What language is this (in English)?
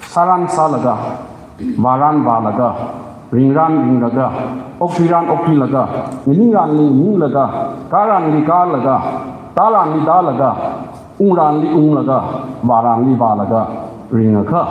Tangkhul Naga (India)